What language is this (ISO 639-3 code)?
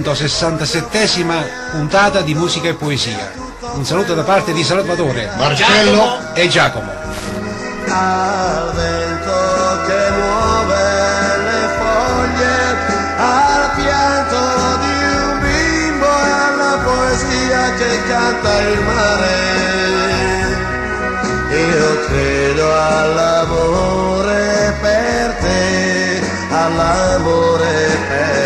ita